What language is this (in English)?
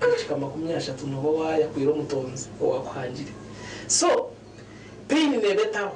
Nyankole